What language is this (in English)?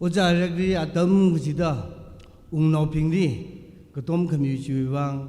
Tangkhul Naga (India)